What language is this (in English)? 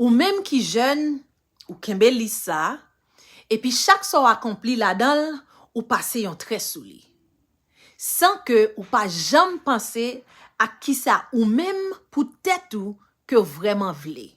Haitian Creole